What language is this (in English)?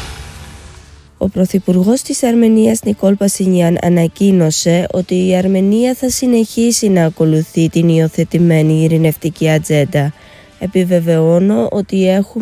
Greek